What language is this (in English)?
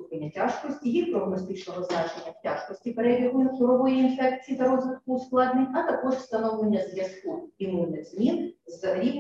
Ukrainian